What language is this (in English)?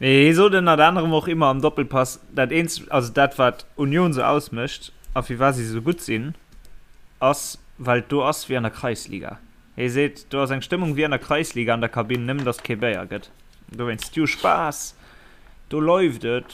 Luxembourgish